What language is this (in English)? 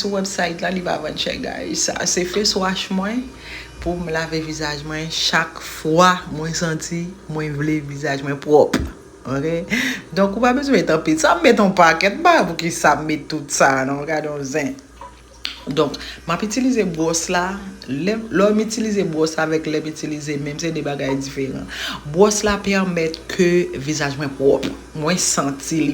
Haitian Creole